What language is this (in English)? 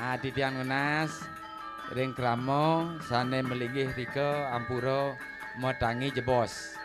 Balinese